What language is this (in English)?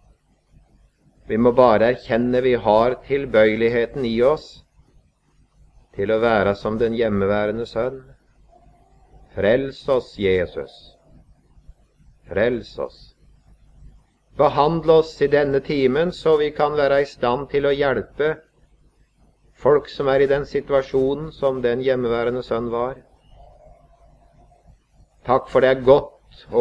Norwegian